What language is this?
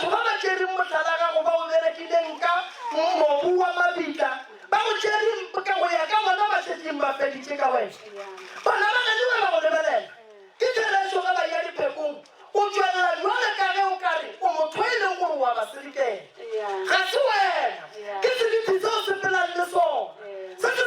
Northern Sotho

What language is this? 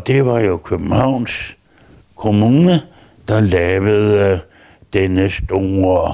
Danish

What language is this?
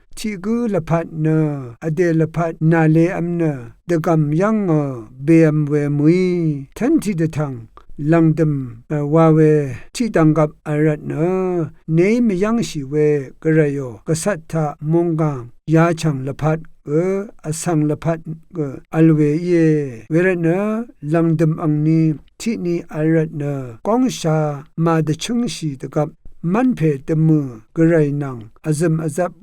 Rawang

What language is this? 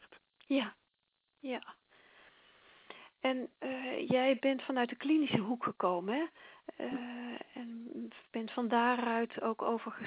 Dutch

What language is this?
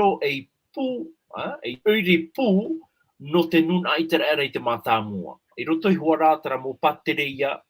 Tahitian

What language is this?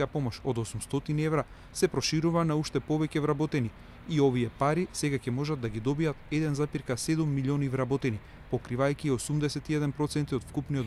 Macedonian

